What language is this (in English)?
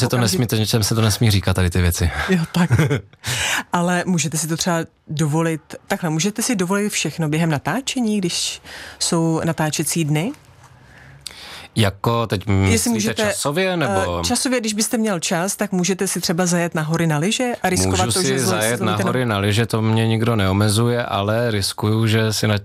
Czech